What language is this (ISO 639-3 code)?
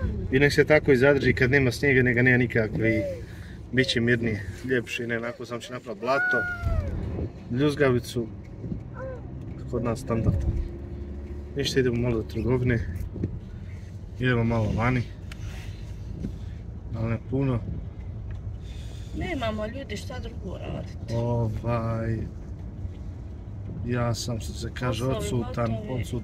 hrv